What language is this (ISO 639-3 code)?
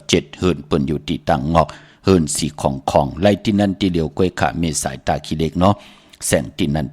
shn